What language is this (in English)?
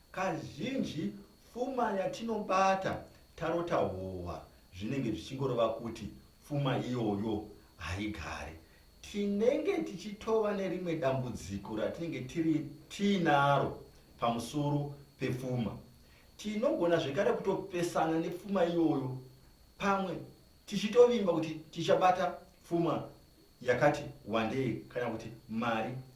Shona